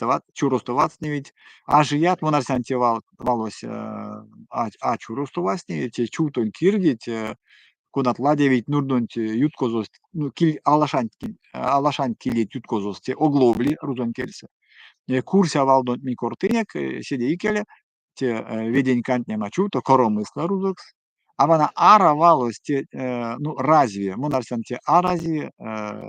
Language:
Erzya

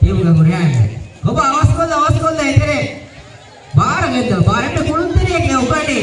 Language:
Divehi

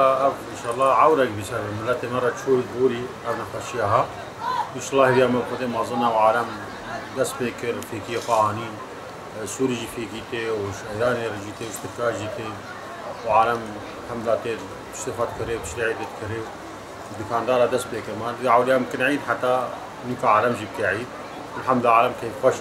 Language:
Kurdish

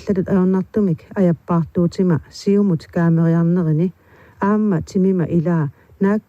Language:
Kalaallisut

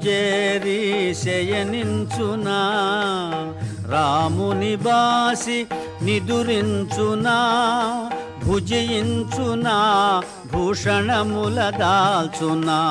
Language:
Telugu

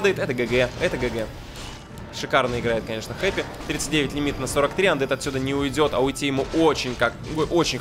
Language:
Russian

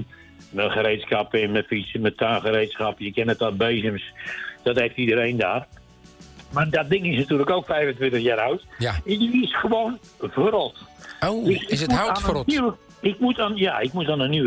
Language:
Dutch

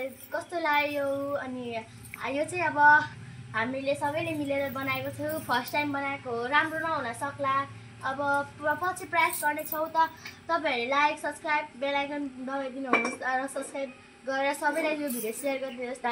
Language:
Nepali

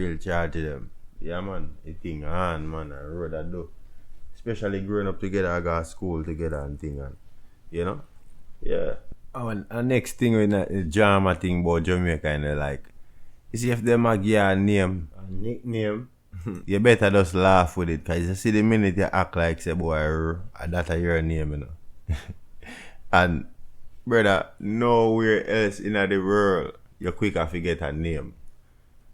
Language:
Jamaican Creole English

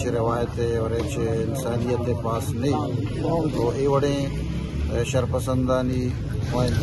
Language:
Eastern Balochi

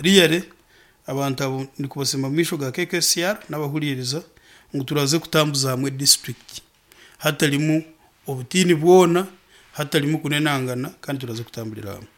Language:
Nyankole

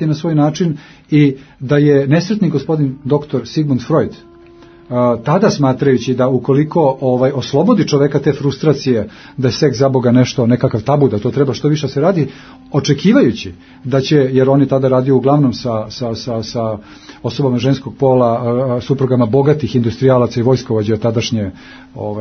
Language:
Serbian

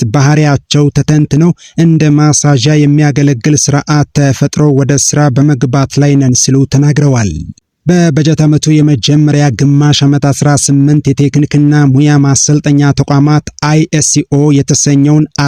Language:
Amharic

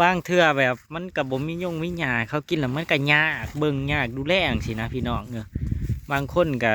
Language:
Northeastern Thai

